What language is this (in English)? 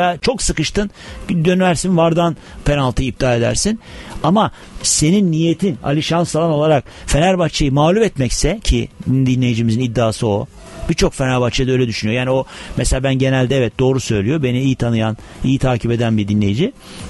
Turkish